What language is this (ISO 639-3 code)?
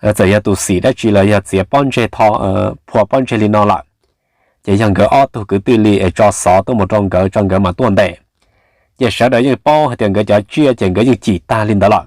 hmn